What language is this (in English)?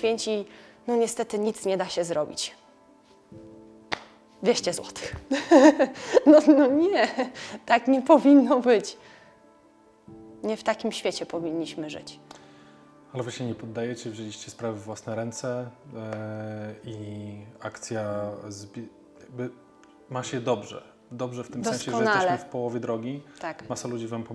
Polish